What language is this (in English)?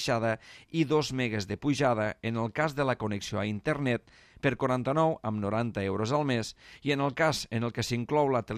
Catalan